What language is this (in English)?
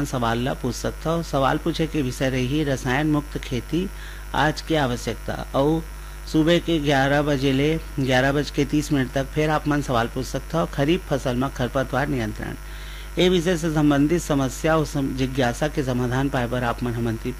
Chhattisgarhi